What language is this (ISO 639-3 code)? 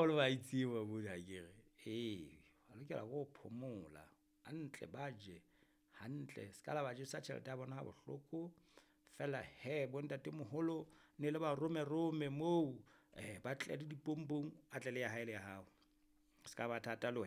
sot